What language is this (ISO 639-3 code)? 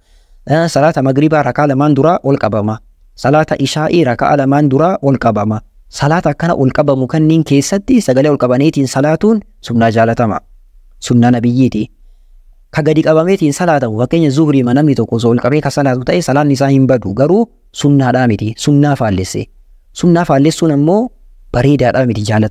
orm